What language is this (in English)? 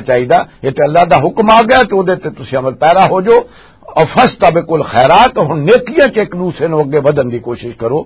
Western Panjabi